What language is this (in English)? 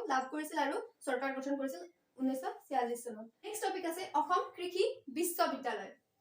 Assamese